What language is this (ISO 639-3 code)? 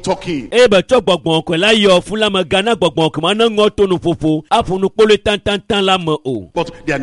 ewe